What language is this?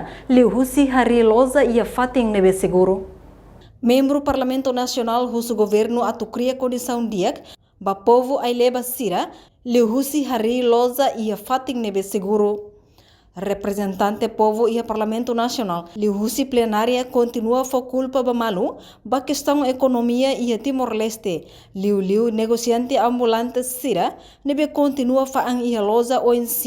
Tetum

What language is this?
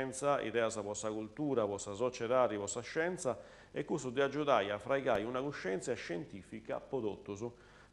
Sardinian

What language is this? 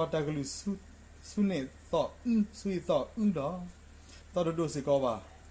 S'gaw Karen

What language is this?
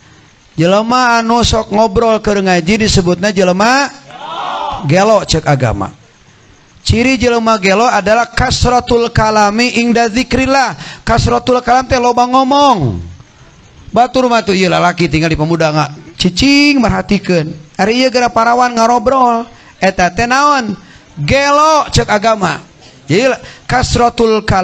Sundanese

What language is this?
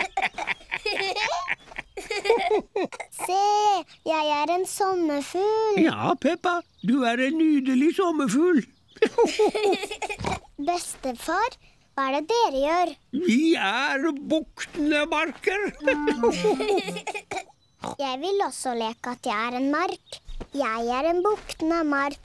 Norwegian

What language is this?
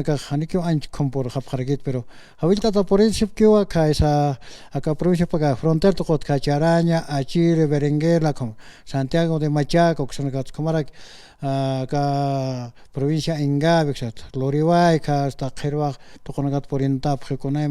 Aymara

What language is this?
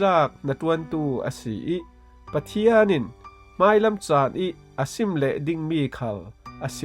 Falam Chin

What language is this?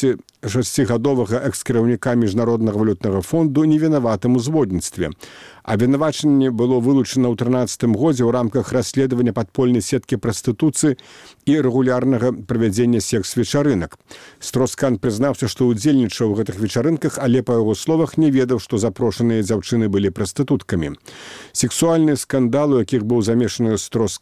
Belarusian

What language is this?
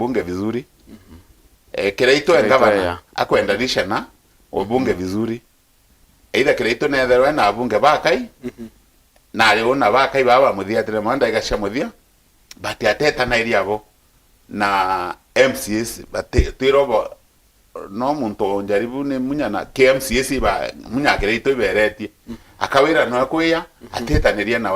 Meru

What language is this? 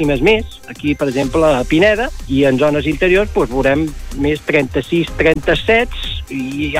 Catalan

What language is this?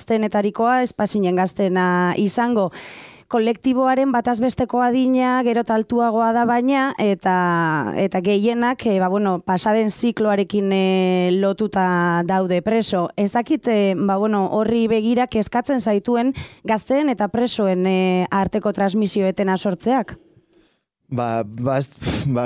Basque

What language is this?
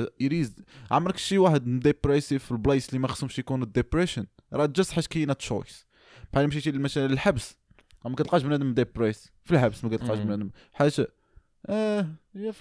Moroccan Arabic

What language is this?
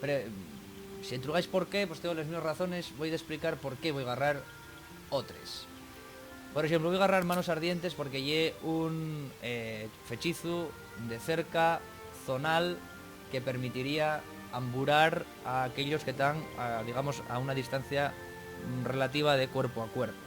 Asturian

